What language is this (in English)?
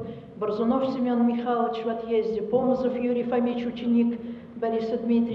Russian